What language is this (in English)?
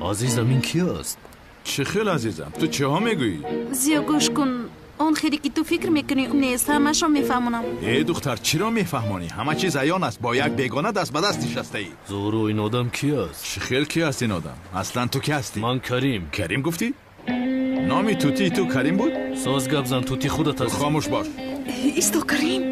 Tajik